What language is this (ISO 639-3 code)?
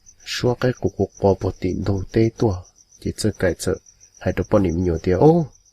hmn